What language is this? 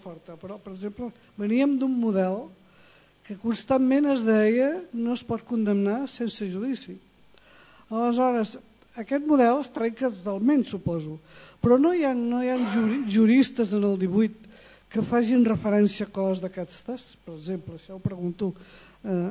Catalan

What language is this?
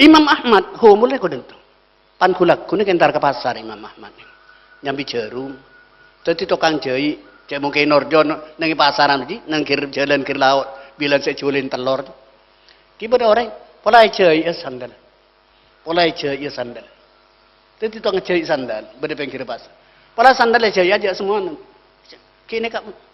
Madurese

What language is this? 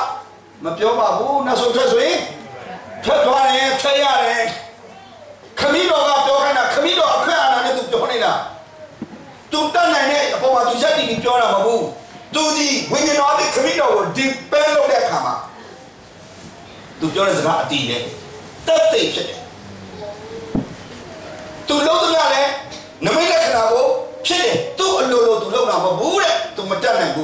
Burmese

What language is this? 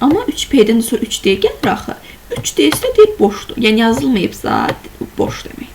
Azerbaijani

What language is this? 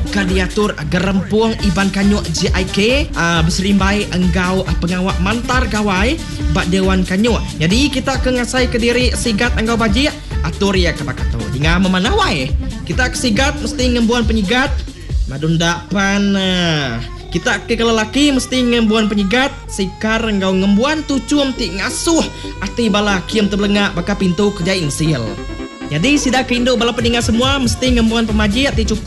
Iban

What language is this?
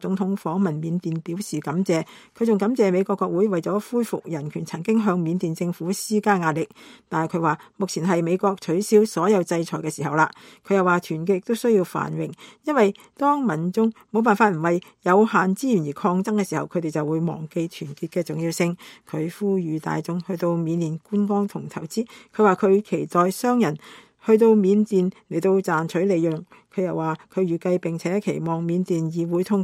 Cantonese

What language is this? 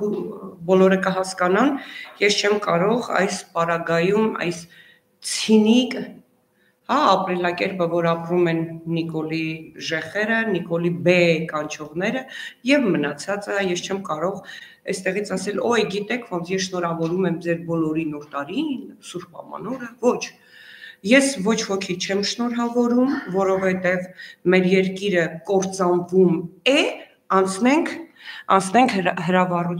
Armenian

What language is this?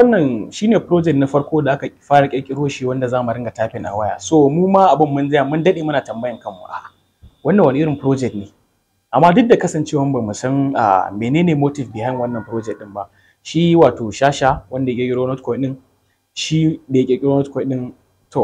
Hausa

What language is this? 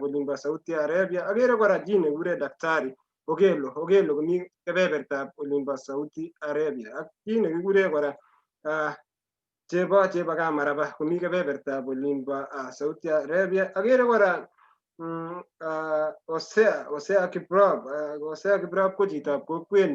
Kalenjin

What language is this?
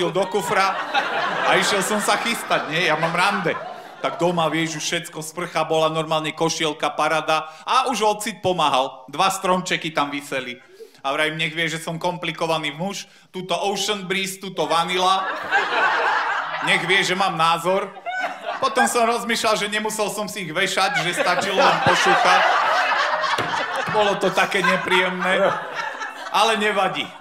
Slovak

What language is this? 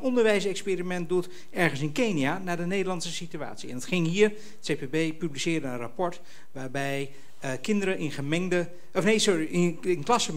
Dutch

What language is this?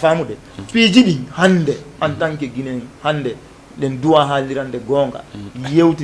Fula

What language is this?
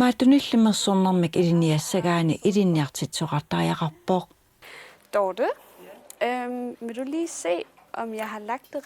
Kalaallisut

